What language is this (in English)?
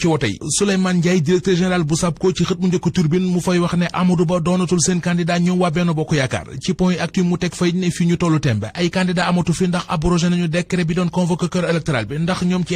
Wolof